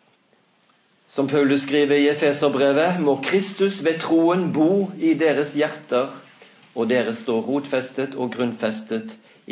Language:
Norwegian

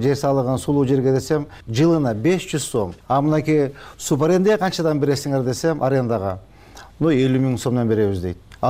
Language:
Kyrgyz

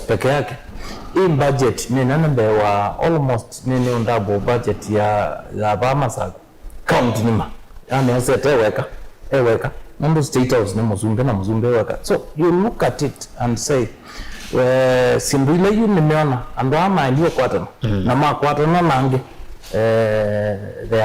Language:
Kamba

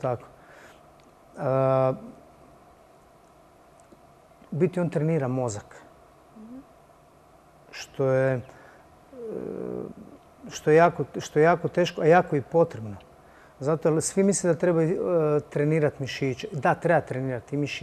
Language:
Croatian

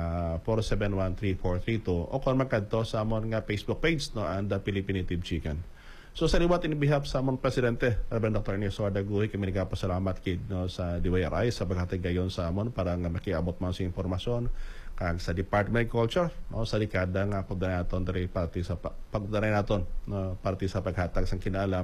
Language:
Hiligaynon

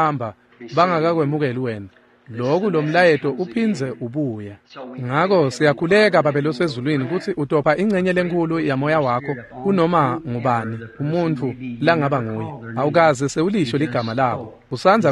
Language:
Swati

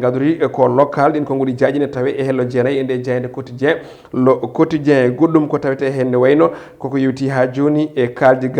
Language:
Fula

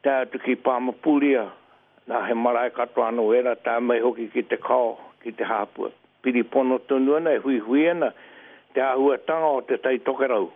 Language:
Māori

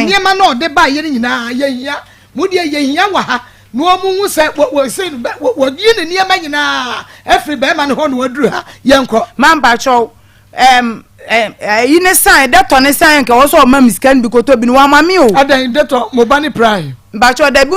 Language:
Akan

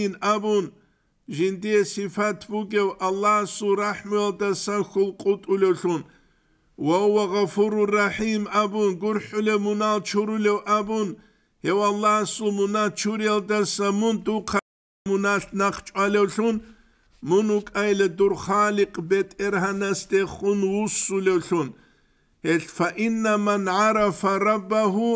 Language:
Avaric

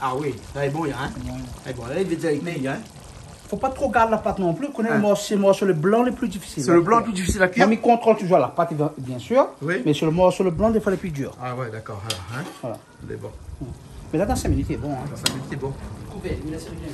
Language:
Réunion Creole French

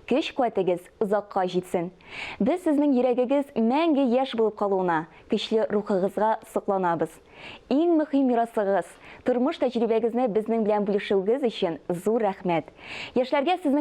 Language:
Tatar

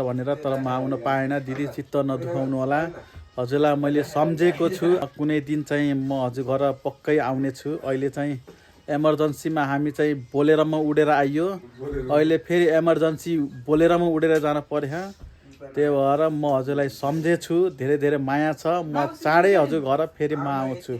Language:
Nepali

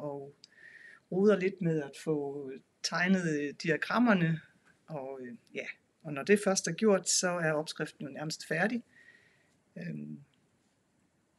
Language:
Danish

